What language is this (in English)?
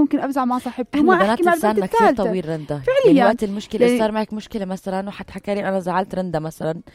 North Levantine Arabic